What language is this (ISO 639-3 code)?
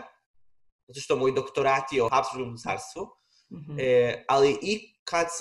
srp